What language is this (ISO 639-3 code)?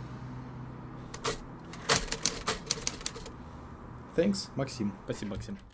rus